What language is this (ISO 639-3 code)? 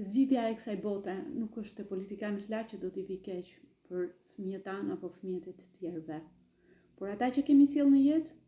sqi